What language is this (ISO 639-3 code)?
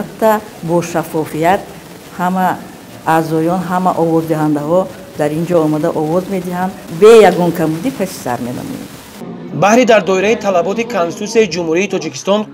tgk